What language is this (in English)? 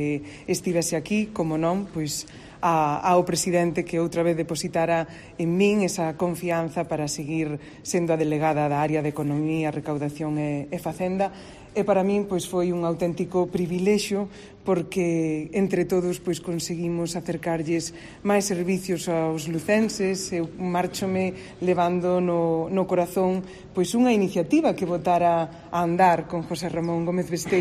Galician